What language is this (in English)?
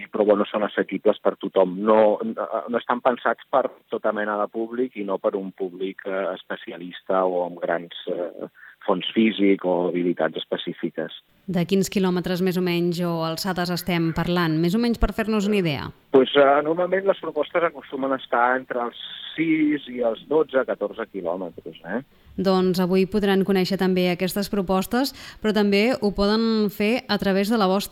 Catalan